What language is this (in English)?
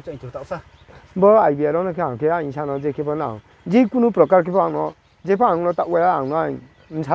Riang (India)